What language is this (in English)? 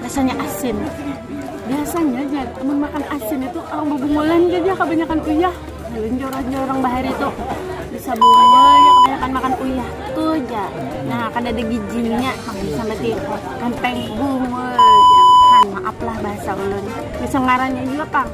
Banjar